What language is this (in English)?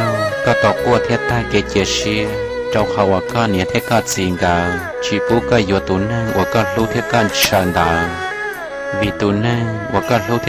Hmong